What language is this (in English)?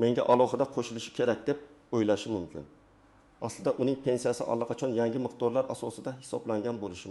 Uzbek